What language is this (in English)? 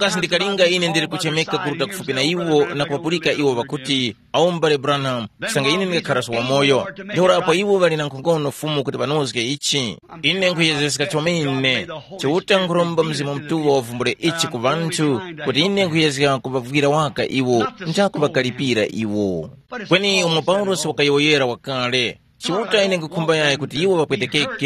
Tumbuka